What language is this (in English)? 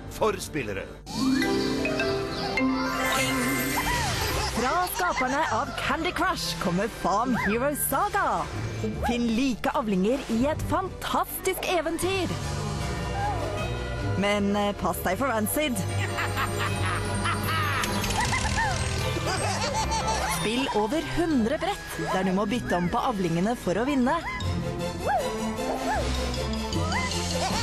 Norwegian